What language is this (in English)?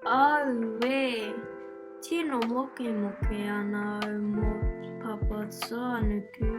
Māori